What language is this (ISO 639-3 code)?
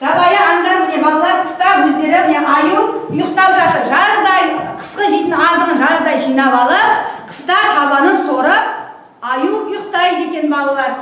kaz